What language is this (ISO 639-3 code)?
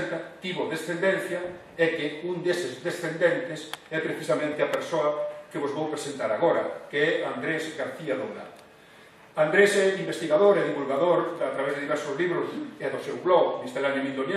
glg